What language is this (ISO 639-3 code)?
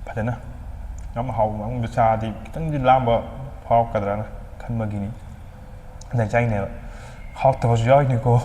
mni